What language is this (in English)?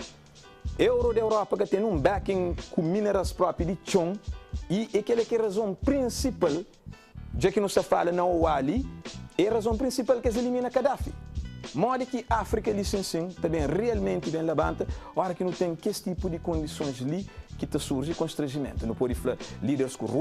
Kabuverdianu